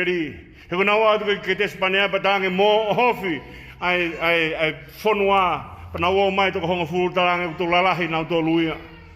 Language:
Tongan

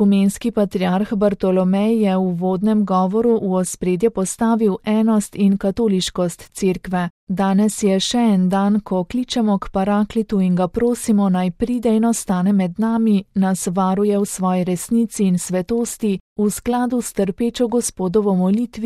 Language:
Slovenian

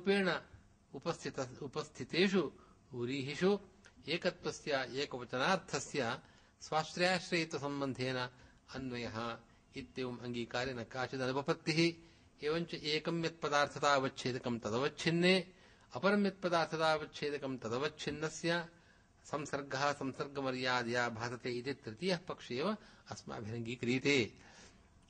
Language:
Sanskrit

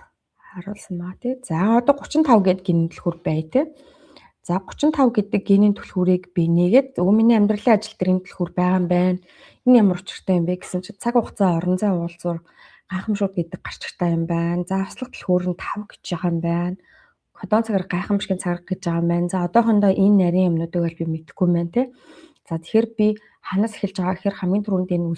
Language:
Mongolian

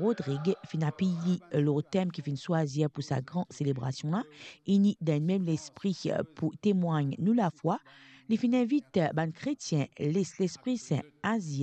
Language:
Morisyen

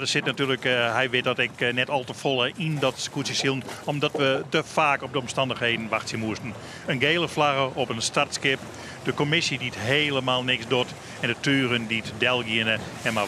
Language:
Western Frisian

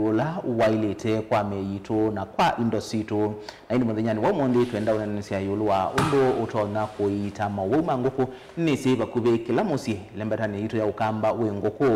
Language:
Kamba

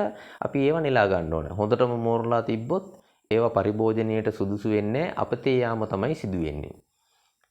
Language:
Sinhala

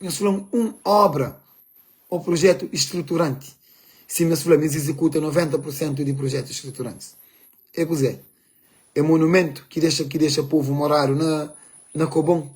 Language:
Kabuverdianu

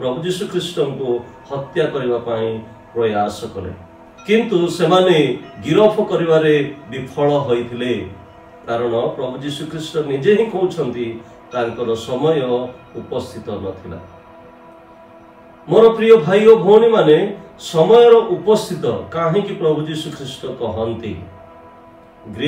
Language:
Odia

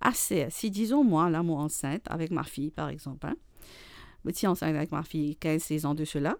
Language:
Morisyen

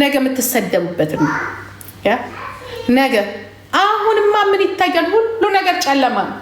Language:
Amharic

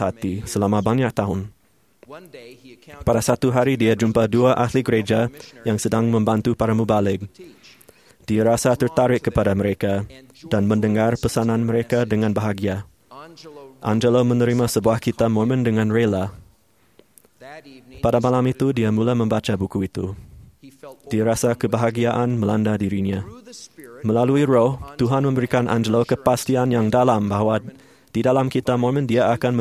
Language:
Malay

